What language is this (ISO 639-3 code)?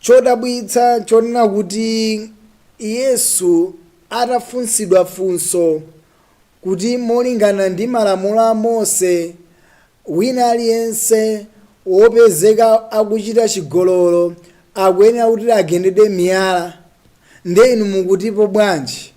nya